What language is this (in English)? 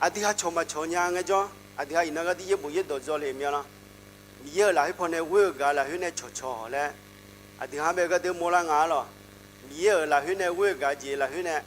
Akha